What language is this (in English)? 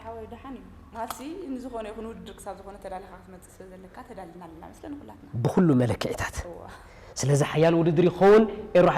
Tigrinya